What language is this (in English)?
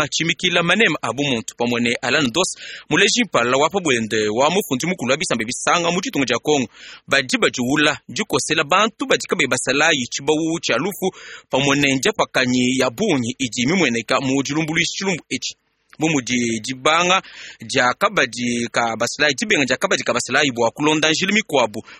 Luba-Lulua